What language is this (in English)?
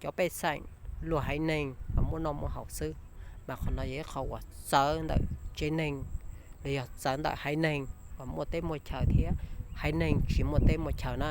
Hmong